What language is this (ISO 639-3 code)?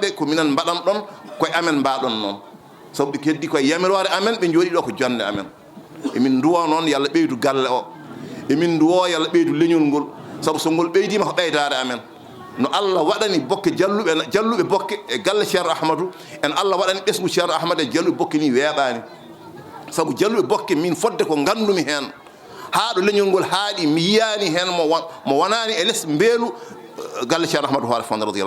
ful